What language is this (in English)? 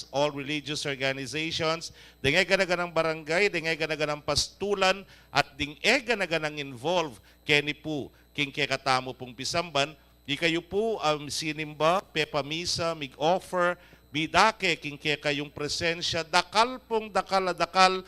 Pampanga